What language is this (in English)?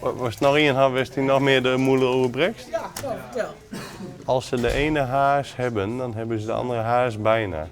Western Frisian